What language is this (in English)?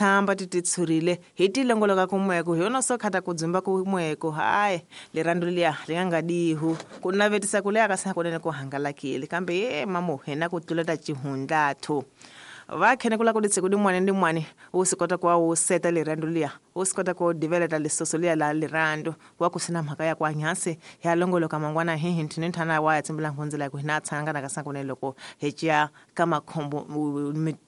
Tsonga